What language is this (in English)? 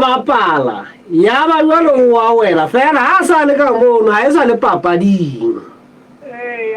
Southern Sotho